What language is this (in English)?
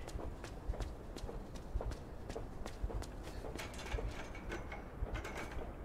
Portuguese